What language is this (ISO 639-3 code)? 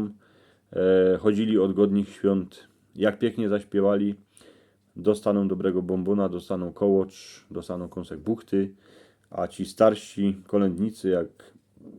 szl